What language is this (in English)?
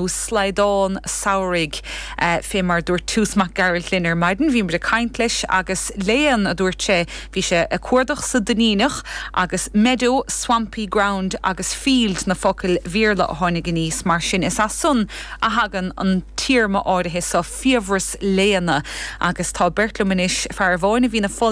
Irish